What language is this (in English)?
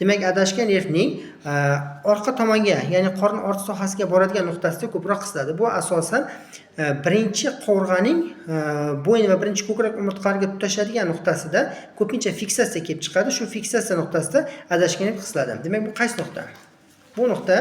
Uzbek